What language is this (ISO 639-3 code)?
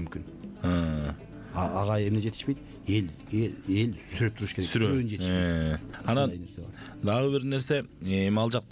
kir